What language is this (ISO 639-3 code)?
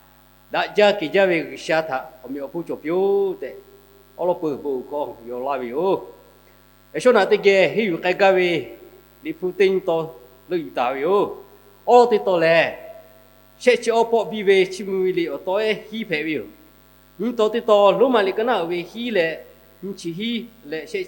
lhu